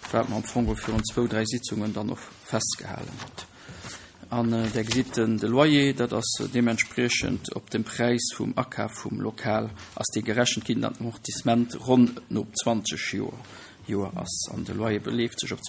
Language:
Luxembourgish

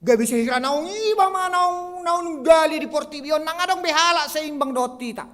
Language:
Batak Toba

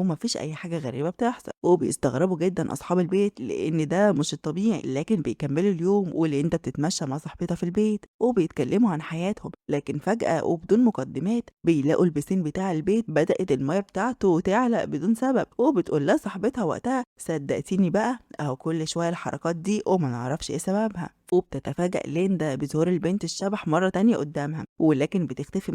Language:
Egyptian Arabic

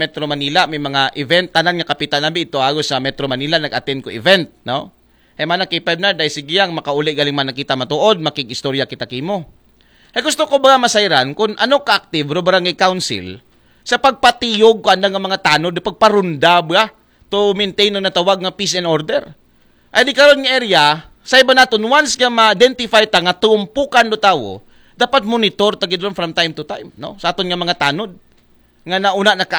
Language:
Aklanon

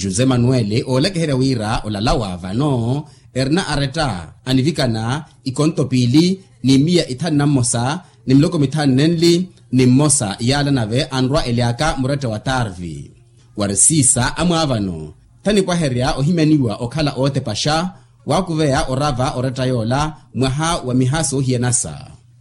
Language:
Makhuwa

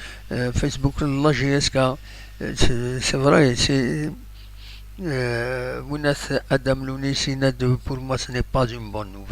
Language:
Kabyle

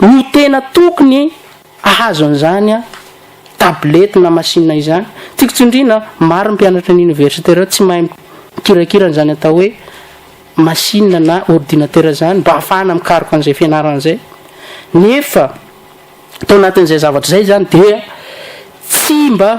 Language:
Malagasy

